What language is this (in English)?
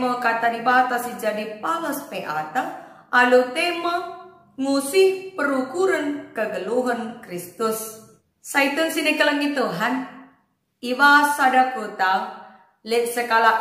Batak Karo